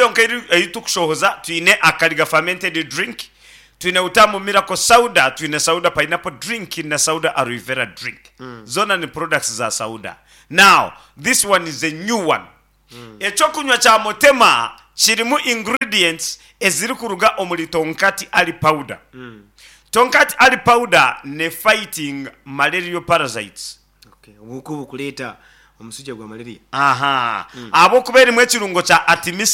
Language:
Nyankole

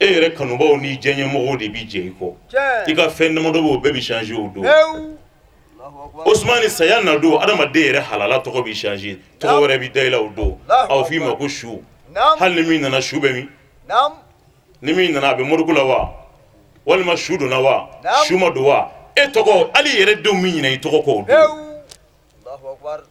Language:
Bambara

